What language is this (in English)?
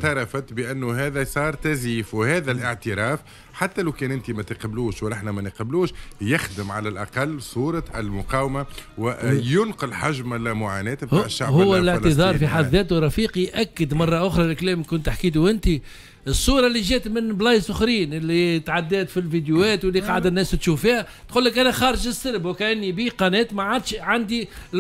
Tunisian Arabic